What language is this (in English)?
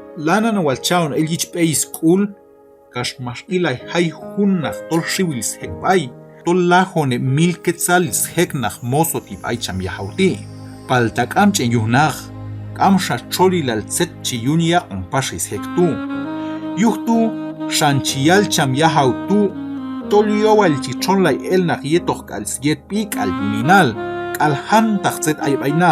Q'anjob'al